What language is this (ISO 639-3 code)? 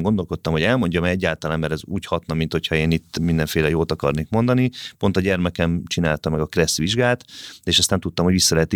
hun